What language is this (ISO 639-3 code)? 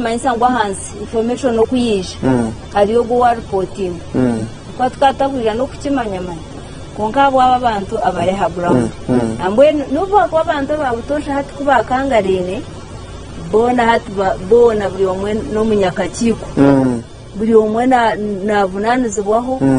nyn